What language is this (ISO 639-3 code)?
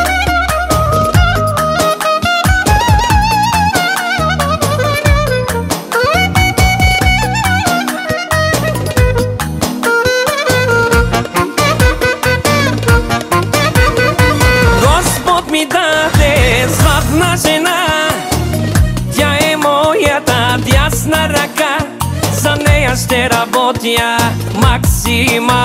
bul